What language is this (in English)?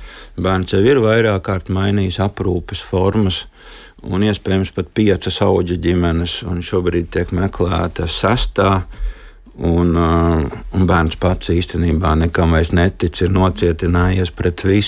Latvian